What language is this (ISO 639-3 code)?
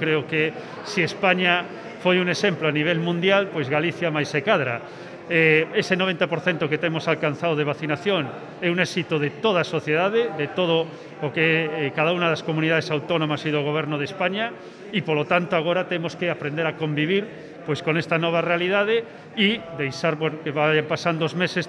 glg